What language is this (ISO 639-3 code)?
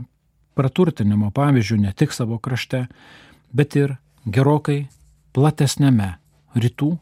lit